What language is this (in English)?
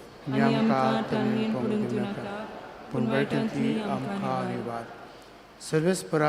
Konkani